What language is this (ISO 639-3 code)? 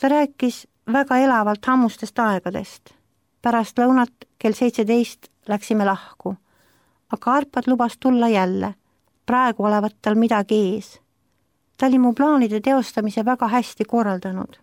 est